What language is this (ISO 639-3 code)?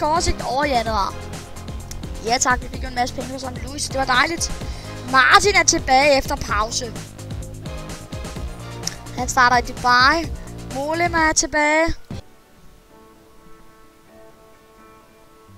dan